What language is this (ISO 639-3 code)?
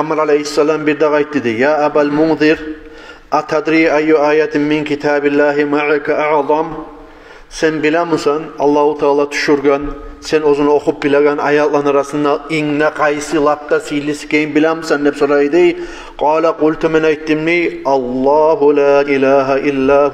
kum